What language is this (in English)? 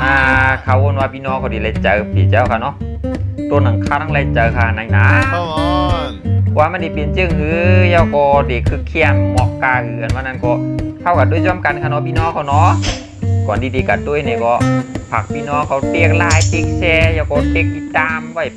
Shan